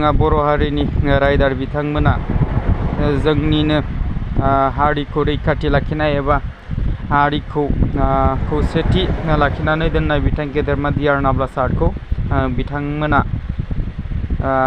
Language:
Bodo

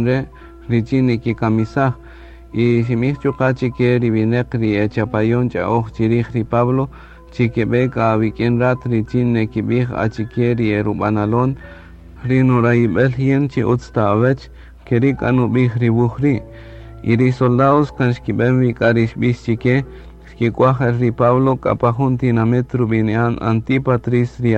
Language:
Kaqchikel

